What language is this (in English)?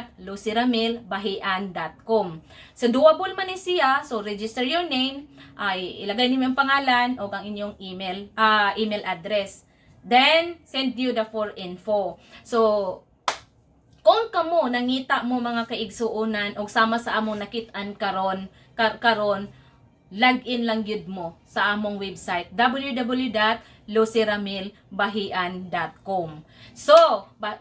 Cebuano